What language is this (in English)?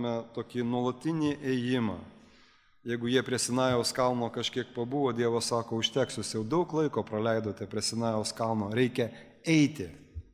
Lithuanian